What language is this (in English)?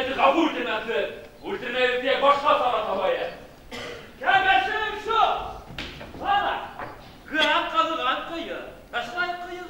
Bashkir